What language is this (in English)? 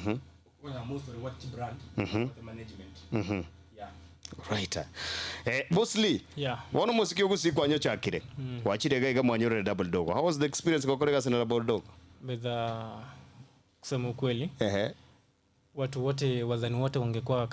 Gusii